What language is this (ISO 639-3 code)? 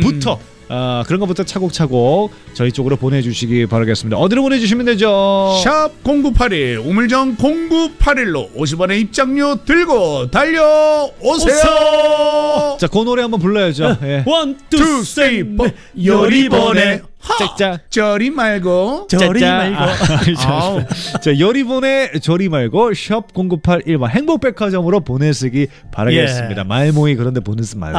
kor